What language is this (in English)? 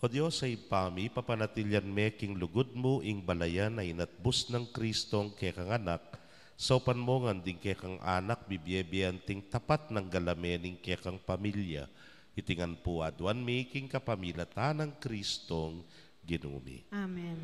Pampanga